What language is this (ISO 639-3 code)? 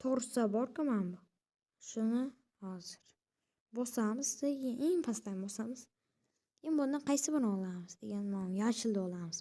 uzb